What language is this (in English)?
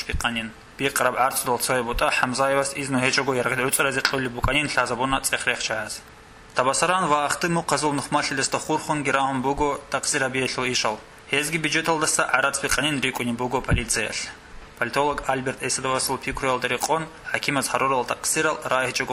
Avaric